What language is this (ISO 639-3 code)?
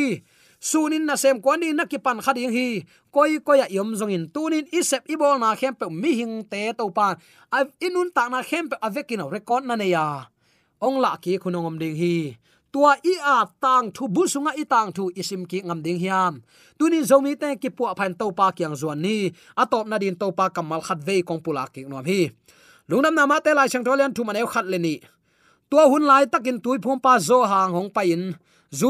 ctd